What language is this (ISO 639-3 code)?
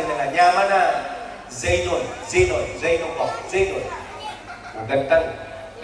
mad